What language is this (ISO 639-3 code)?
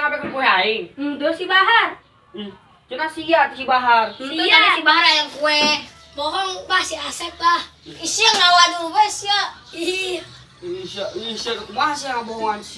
sun